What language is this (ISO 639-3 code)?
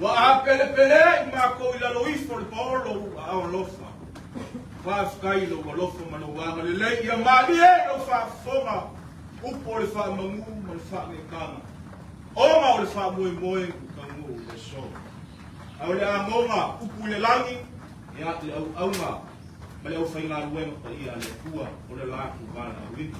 smo